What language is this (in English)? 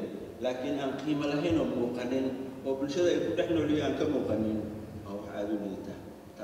Somali